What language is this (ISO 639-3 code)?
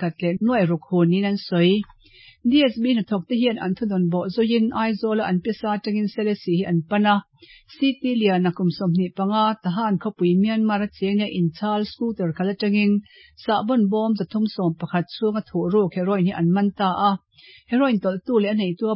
lus